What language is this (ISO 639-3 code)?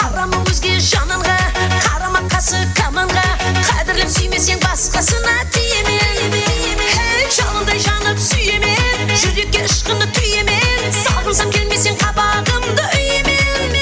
kaa